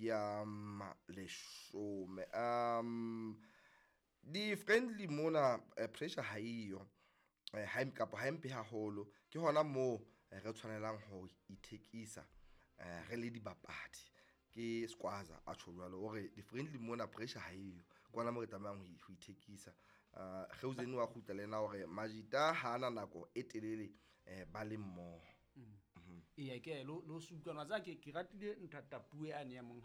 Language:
Southern Sotho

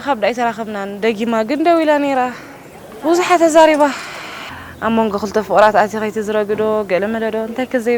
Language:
Tigrinya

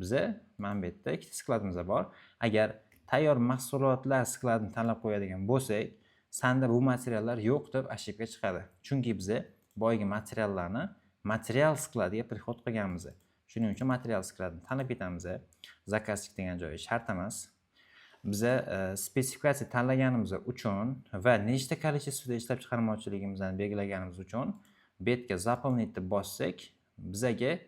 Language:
Uzbek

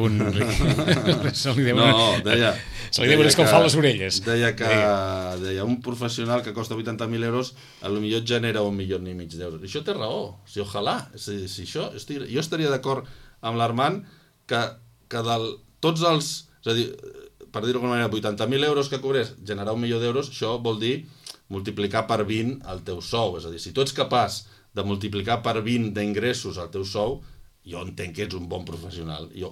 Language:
Catalan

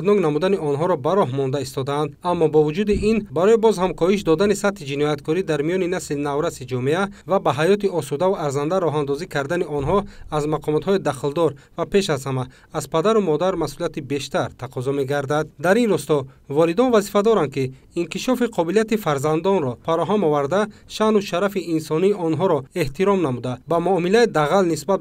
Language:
Tajik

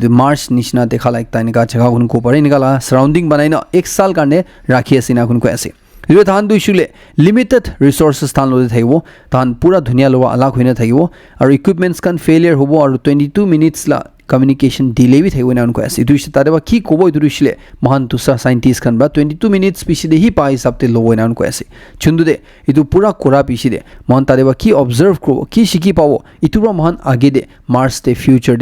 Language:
Naga Pidgin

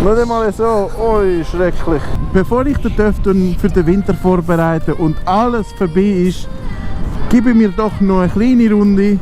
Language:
Swiss German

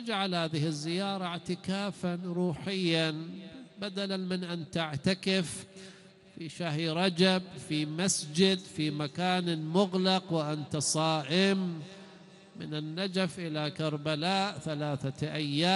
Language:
Arabic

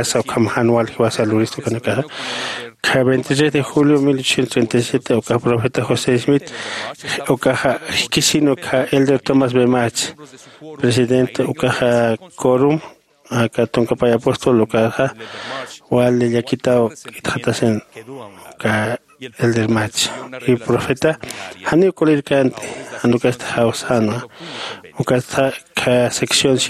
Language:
Aymara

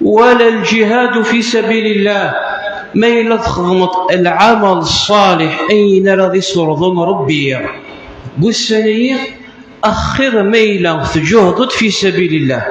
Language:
Kabyle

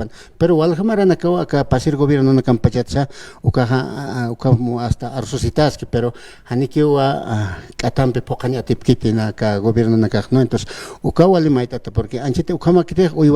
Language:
Aymara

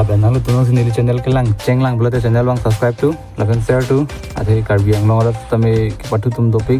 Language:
Karbi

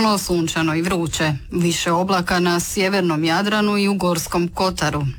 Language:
Croatian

